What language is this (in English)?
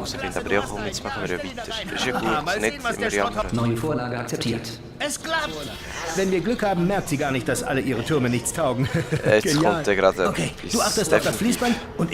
Swiss German